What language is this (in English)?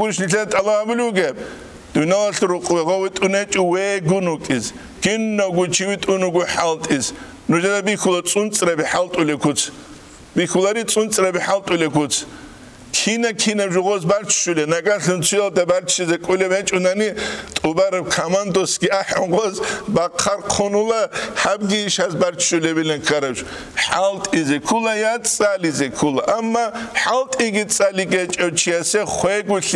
Avaric